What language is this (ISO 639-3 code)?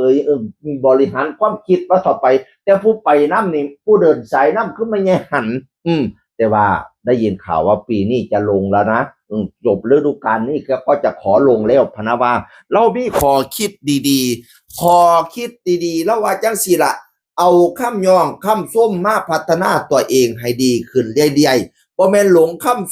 tts